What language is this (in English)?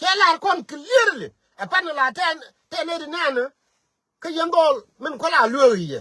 Nuer